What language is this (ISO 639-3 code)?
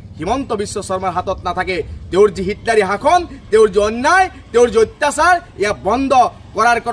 asm